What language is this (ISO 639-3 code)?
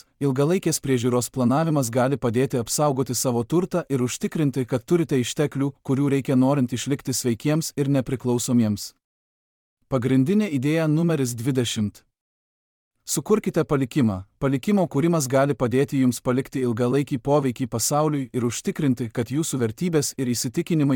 lit